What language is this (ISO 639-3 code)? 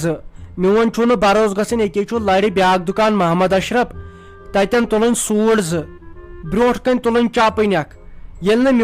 kas